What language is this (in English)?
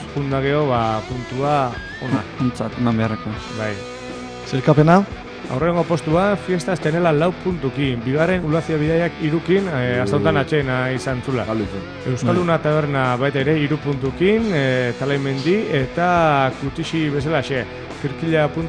Basque